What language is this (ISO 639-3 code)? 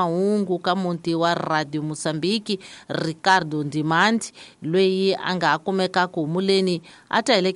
tso